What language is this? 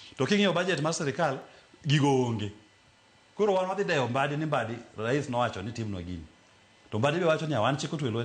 Luo (Kenya and Tanzania)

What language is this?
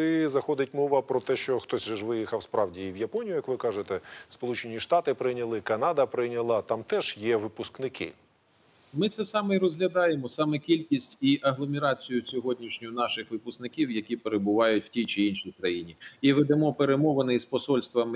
Ukrainian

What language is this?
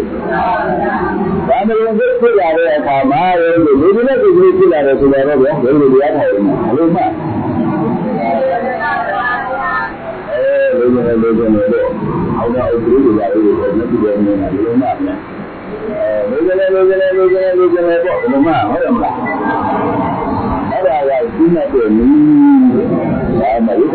Burmese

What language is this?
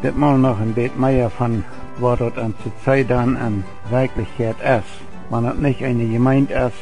Plautdietsch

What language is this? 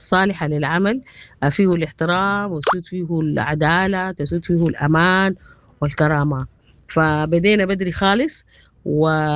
Sudanese Arabic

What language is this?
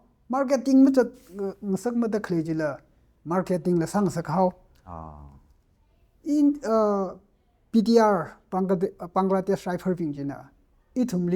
Tangkhul Naga (India)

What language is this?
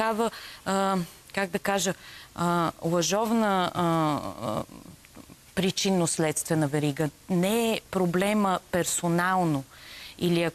Bulgarian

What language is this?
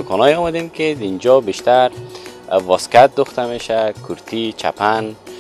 Persian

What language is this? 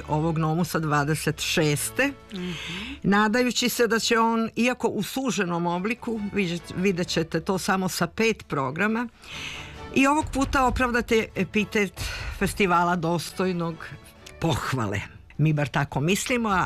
Serbian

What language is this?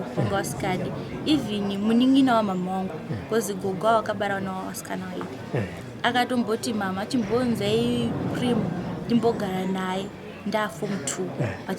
Shona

